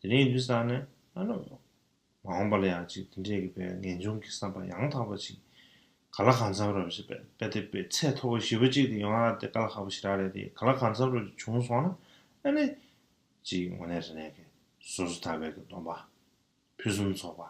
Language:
Tibetan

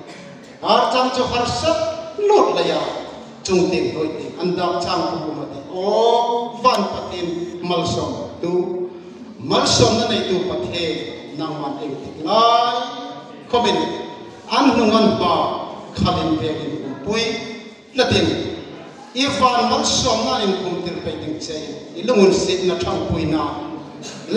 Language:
Hmar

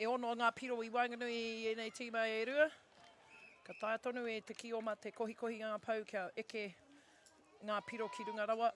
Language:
Māori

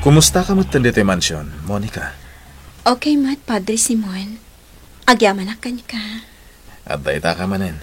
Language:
Iloko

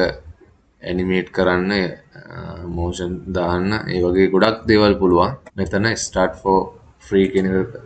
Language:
Sinhala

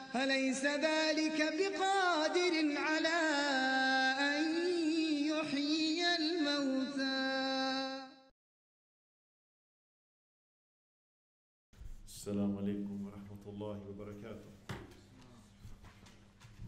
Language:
Swedish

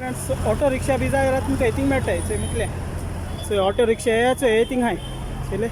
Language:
Konkani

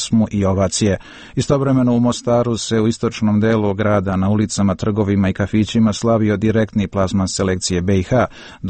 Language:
Serbian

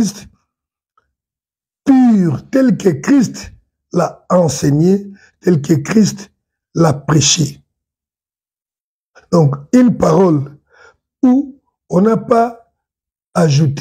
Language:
French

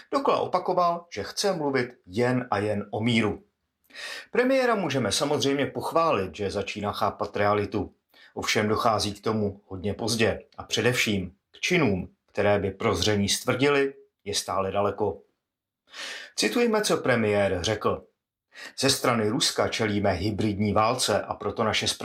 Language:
Czech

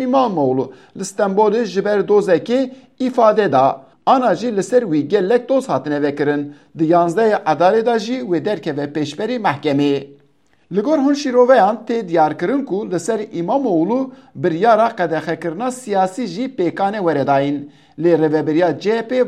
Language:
Kurdish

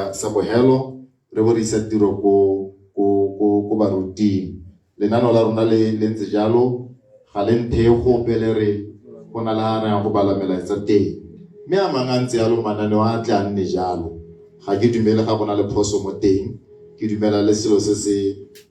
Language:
Tswana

